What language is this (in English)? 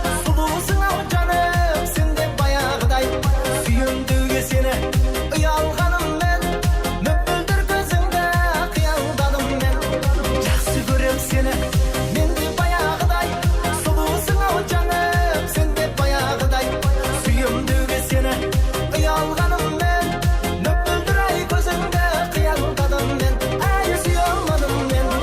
Kara-Kalpak